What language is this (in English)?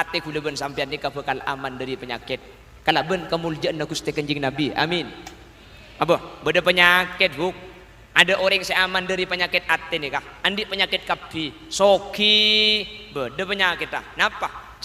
Madurese